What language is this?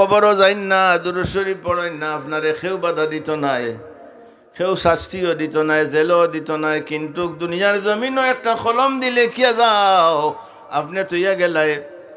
Sylheti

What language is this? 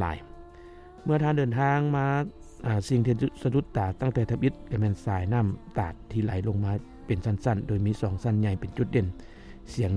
Lao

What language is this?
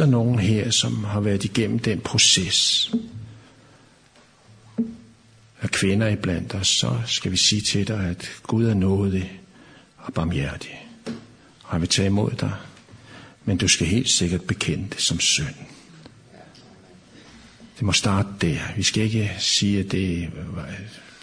Danish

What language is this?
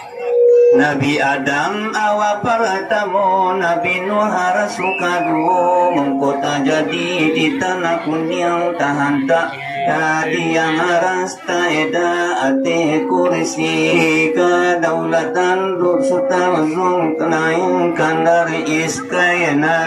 Minangkabau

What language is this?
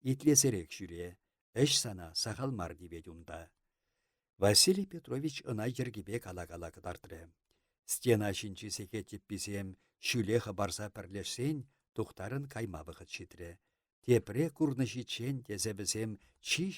Chuvash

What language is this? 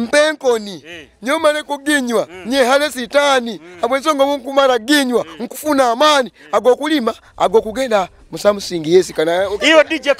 Nyoro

